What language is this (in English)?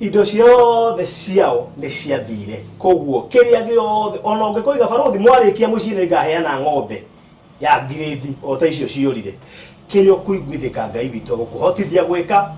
Kikuyu